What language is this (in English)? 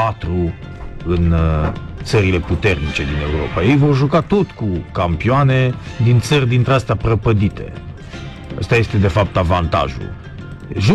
Romanian